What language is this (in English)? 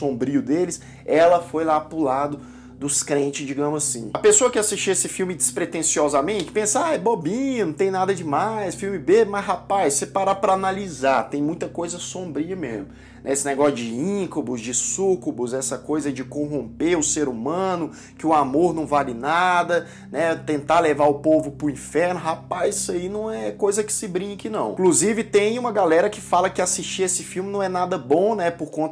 Portuguese